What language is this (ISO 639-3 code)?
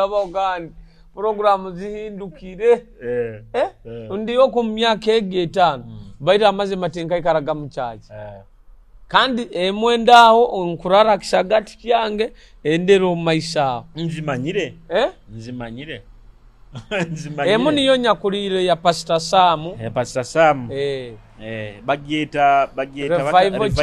nyo